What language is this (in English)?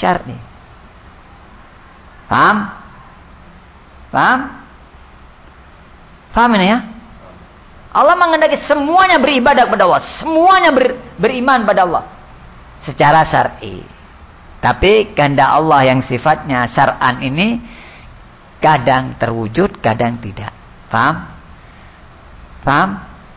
Indonesian